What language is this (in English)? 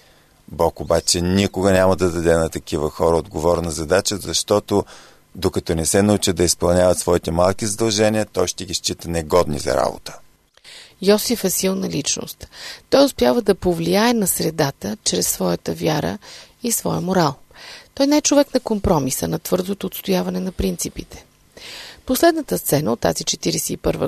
Bulgarian